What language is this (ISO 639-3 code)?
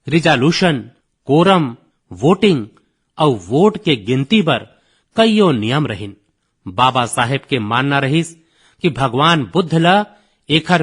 hne